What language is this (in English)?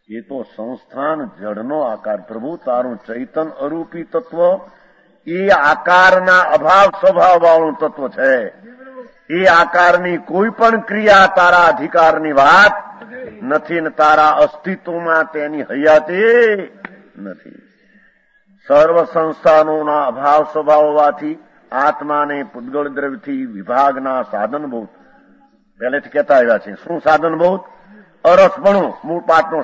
Gujarati